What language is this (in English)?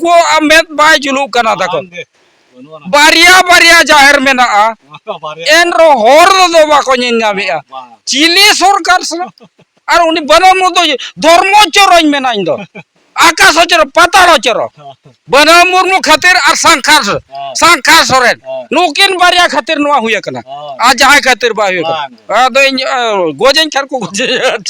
Santali